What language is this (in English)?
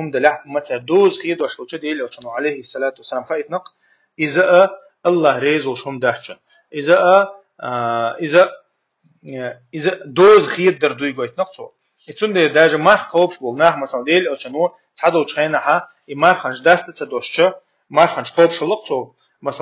Chechen